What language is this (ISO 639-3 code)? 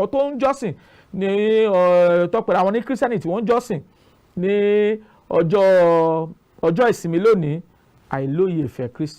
yor